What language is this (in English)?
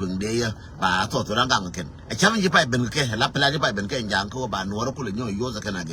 Nuer